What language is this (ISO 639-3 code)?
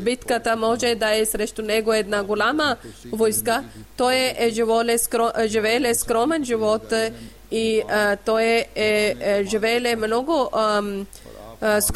bul